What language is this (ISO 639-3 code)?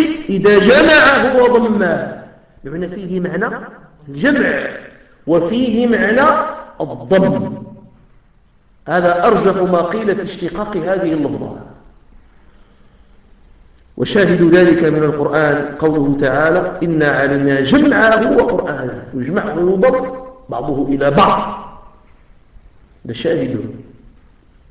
ara